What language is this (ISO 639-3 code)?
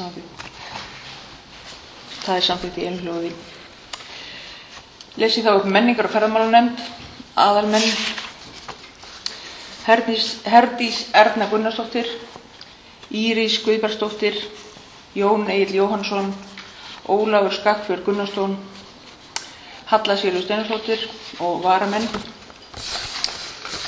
isl